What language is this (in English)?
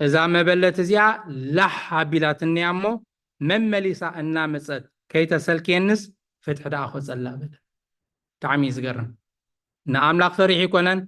Tigrinya